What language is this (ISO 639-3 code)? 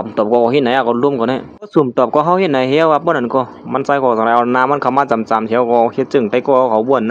shn